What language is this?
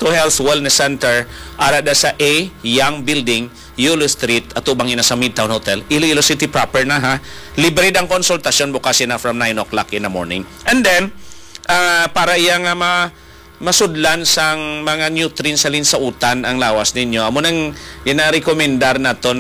Hiligaynon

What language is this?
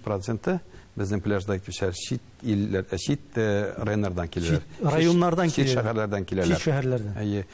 Tatar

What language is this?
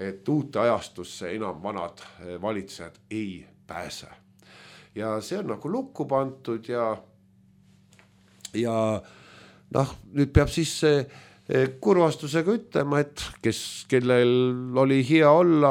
Estonian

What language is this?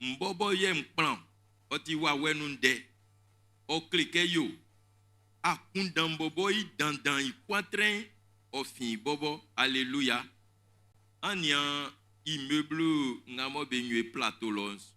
Baoulé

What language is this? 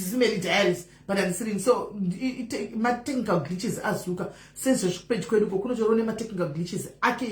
Shona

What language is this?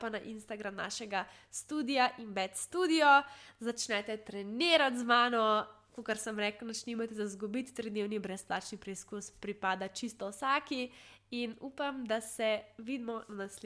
Slovenian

